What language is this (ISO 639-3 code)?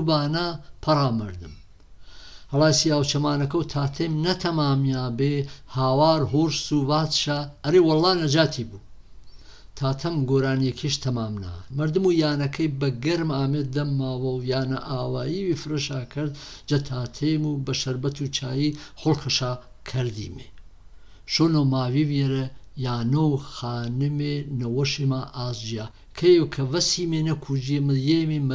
hac